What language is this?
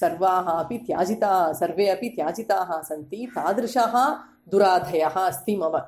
Sanskrit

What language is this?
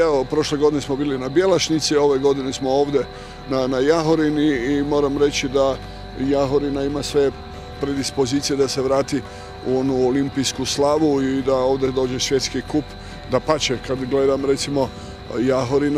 Bosnian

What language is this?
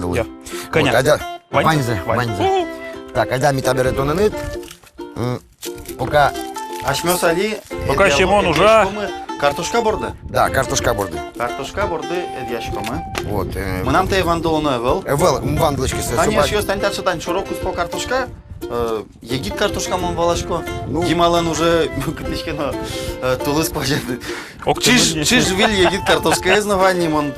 Udmurt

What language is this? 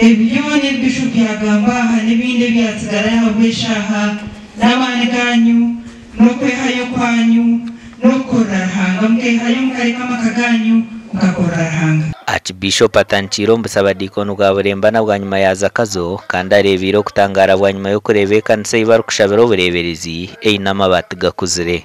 Nyankole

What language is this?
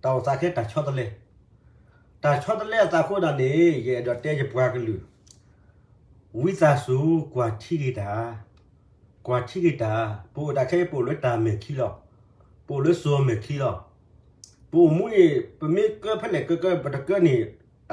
S'gaw Karen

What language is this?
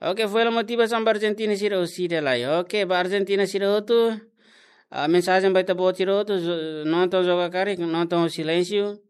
Tetum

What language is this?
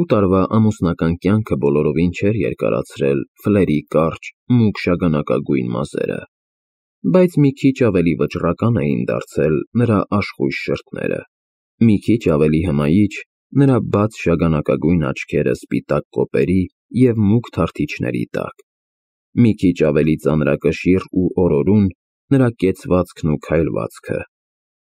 Armenian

